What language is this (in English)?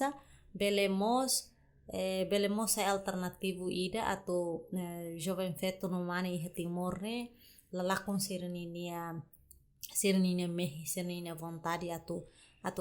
Tetum